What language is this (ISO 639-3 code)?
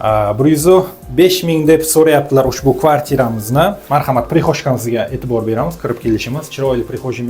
uzb